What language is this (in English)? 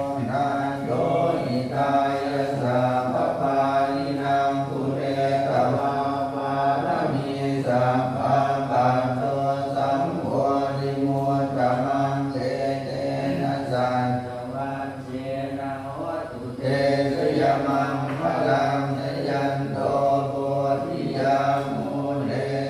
Pali